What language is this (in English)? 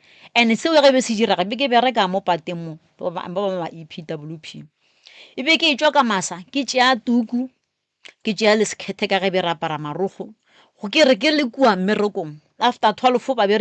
Northern Sotho